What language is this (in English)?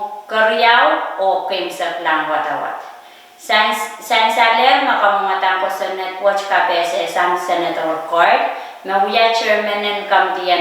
Pohnpeian